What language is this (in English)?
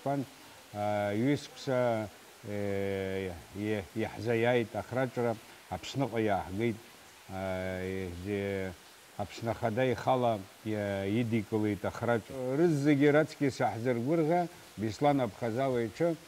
Abkhazian